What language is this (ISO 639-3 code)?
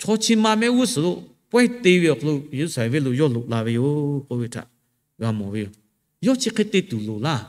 lhu